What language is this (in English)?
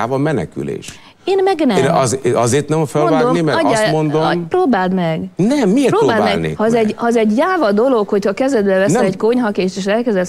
Hungarian